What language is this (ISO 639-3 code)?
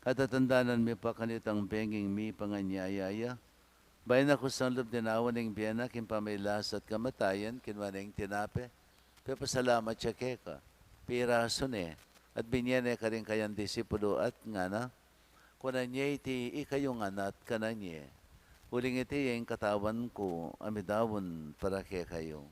pam